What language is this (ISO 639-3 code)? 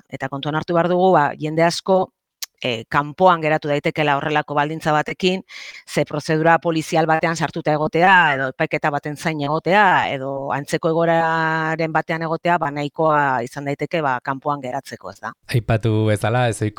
eus